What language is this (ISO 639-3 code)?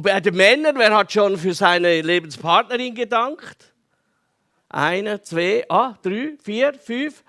gsw